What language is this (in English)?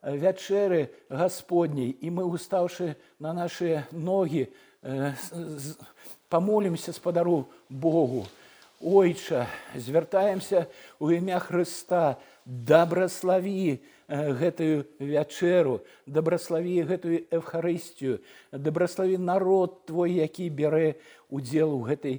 Belarusian